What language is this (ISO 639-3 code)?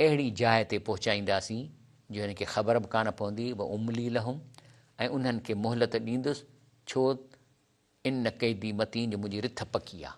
snd